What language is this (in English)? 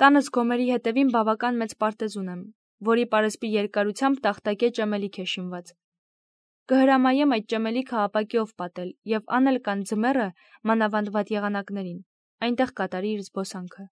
Armenian